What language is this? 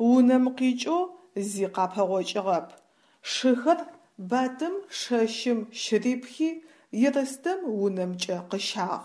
Adyghe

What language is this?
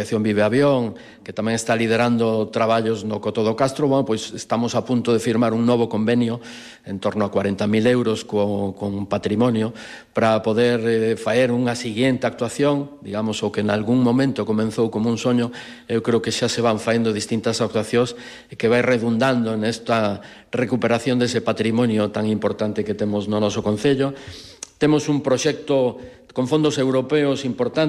Galician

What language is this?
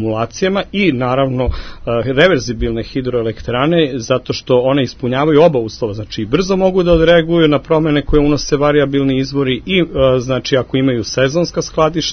Serbian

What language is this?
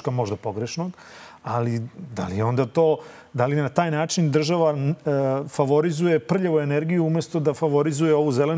Serbian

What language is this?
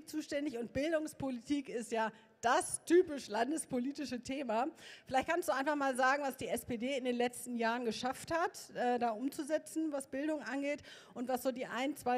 German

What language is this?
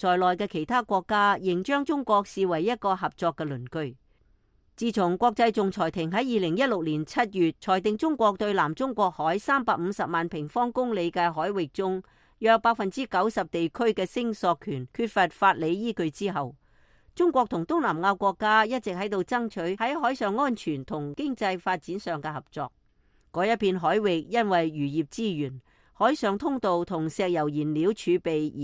Cantonese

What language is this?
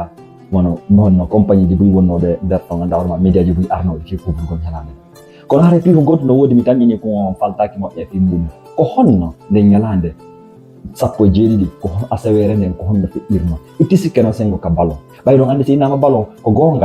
Fula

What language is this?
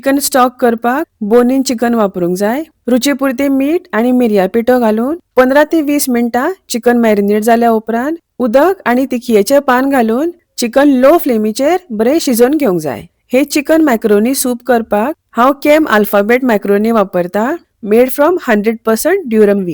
Konkani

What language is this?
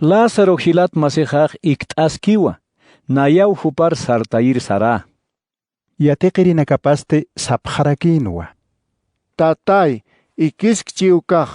Aymara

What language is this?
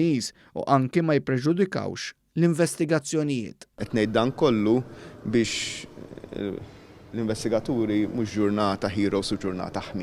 Maltese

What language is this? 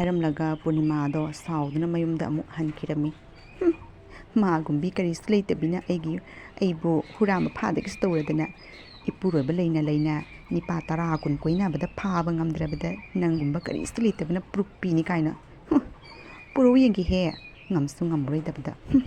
Manipuri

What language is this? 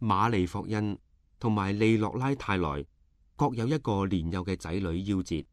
Cantonese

